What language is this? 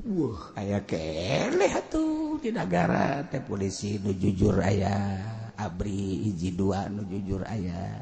Sundanese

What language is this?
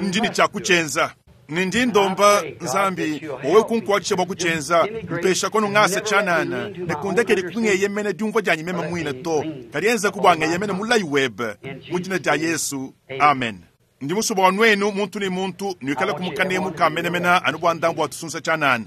Luba-Lulua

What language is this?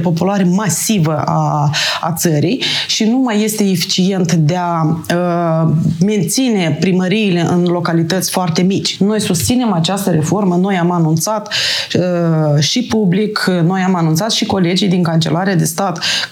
Romanian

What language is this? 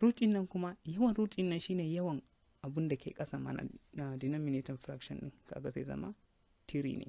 Hausa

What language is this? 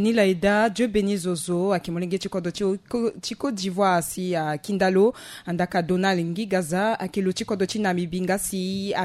Sango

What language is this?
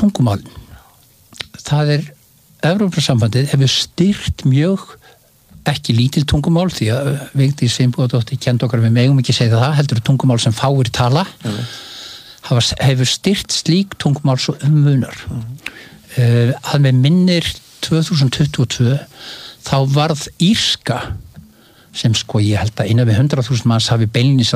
Icelandic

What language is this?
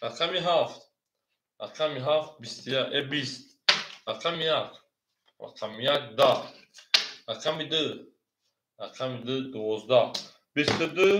Tajik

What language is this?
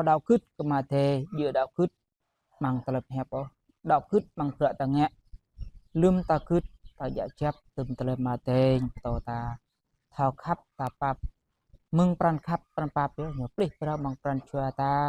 Jarai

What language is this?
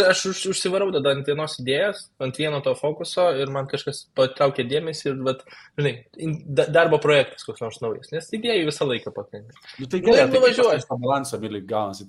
Lithuanian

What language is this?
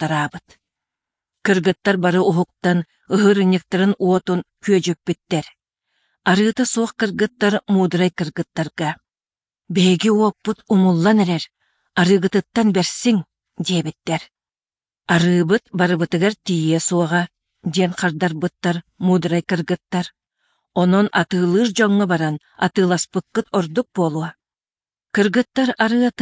Yakut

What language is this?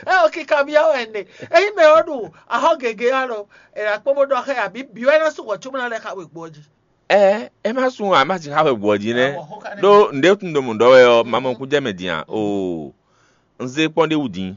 Fon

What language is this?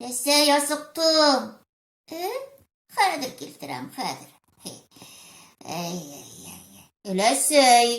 Bashkir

